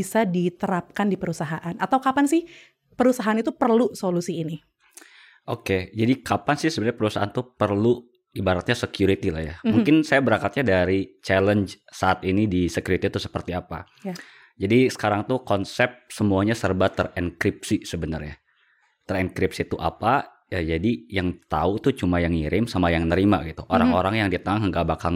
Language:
Indonesian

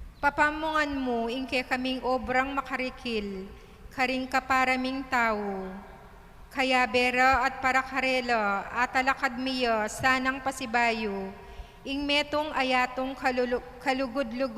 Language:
Pampanga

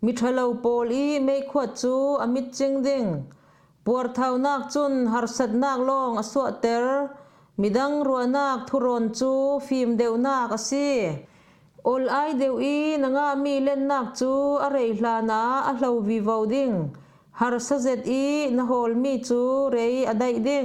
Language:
Falam Chin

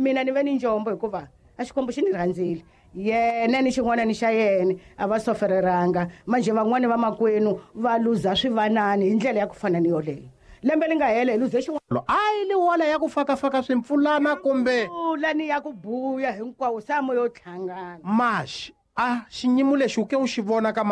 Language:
Tsonga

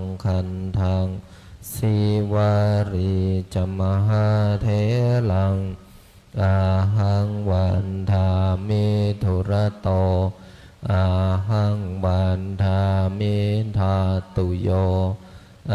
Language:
Pali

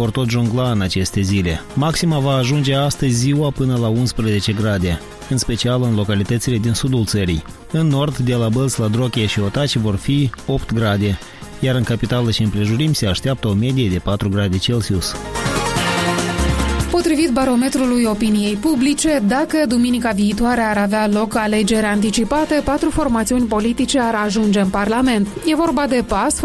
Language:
Romanian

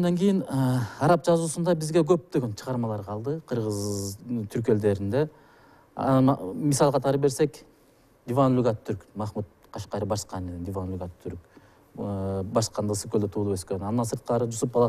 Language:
Kyrgyz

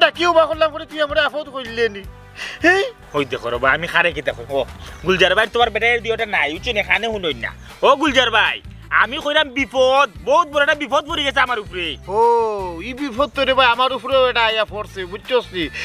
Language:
Sylheti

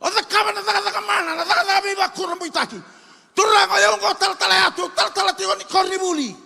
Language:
Fijian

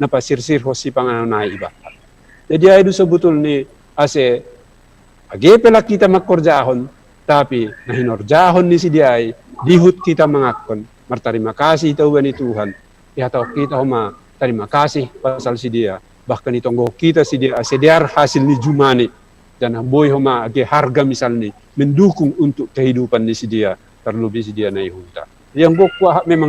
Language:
Batak Simalungun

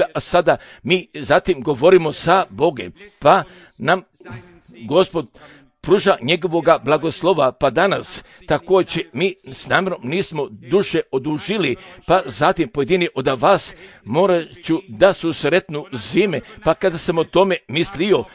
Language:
Croatian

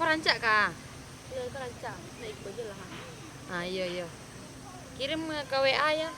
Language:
Minangkabau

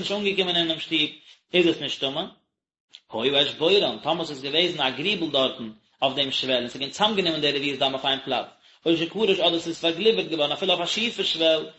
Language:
Yiddish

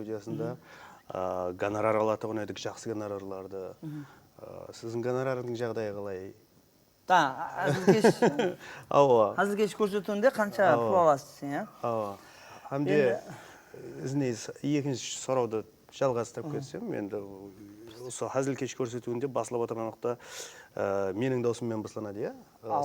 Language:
Kara-Kalpak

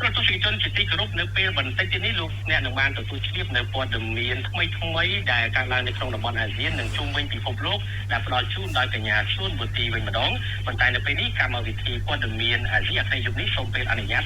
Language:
Khmer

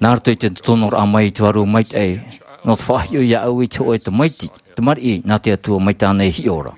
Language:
Tahitian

